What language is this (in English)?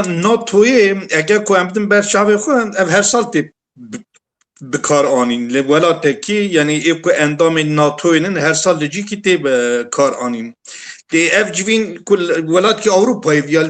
Kurdish